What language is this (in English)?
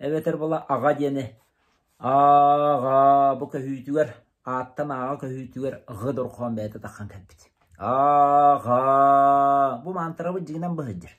Yakut